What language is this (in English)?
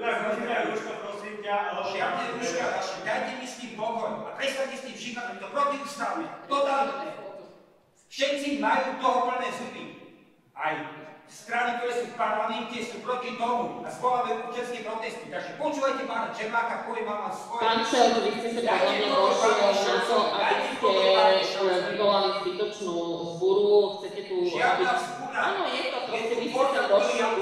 Slovak